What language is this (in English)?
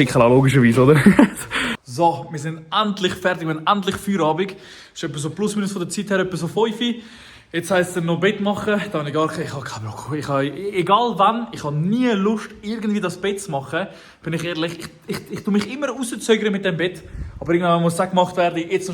Swiss German